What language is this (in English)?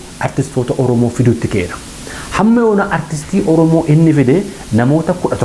Oromo